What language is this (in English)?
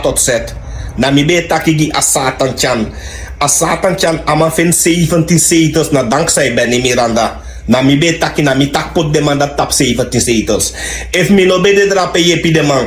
Sranan Tongo